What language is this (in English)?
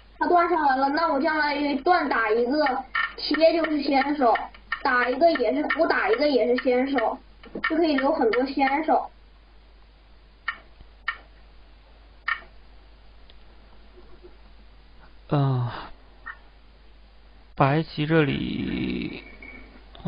Chinese